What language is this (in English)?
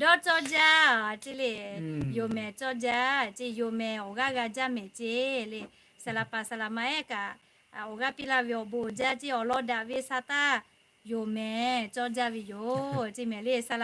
Lahu